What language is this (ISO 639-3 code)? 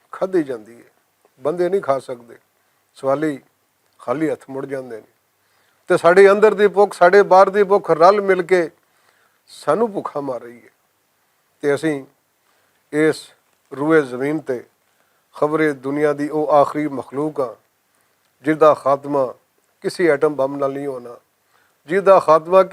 lah